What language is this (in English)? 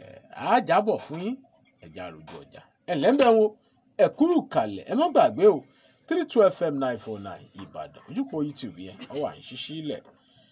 Yoruba